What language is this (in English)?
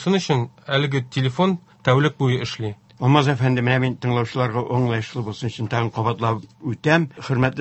Tatar